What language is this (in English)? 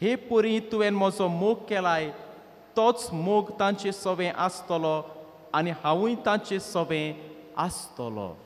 Konkani